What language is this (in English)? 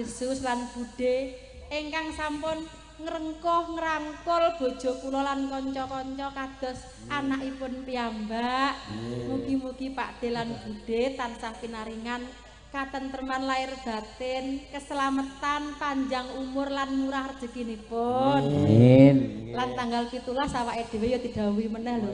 Javanese